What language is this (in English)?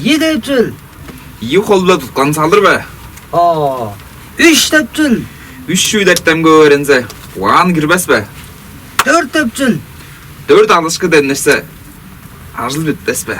Tuvinian